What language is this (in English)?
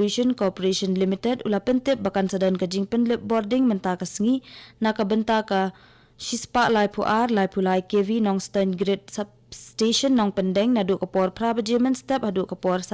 Khasi